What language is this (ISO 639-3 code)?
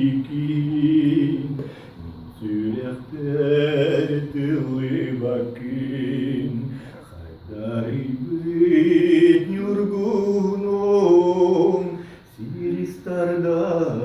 sah